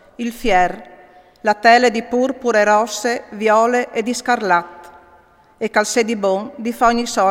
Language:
Friulian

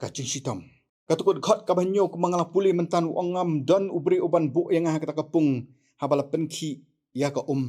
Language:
Khasi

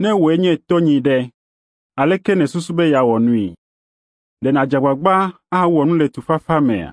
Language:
Ewe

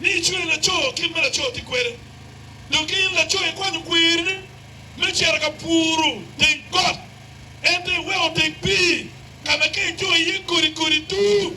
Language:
Acoli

